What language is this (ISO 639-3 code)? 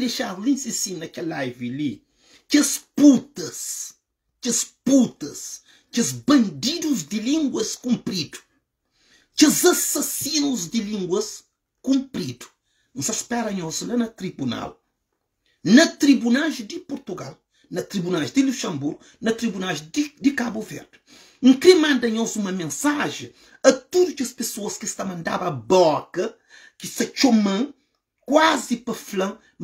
kea